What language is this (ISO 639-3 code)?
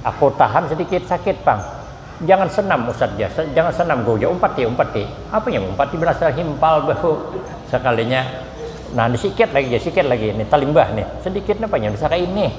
bjn